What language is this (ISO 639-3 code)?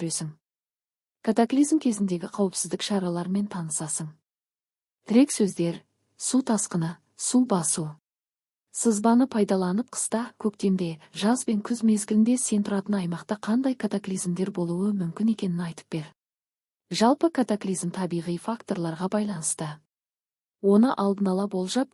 kaz